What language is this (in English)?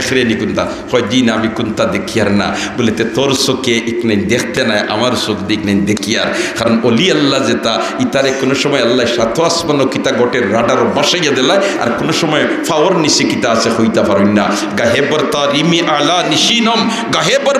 Sylheti